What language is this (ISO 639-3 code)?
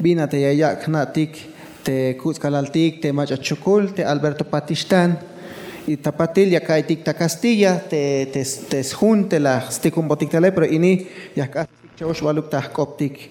tzh